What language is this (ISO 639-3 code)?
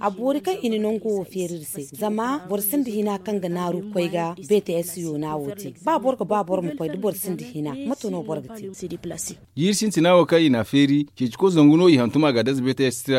dje